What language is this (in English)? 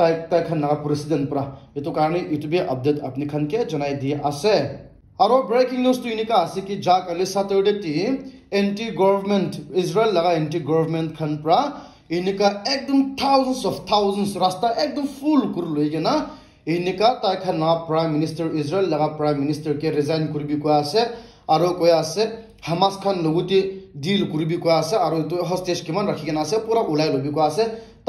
Naga Pidgin